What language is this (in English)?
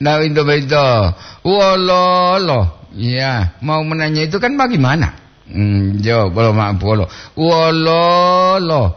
Gorontalo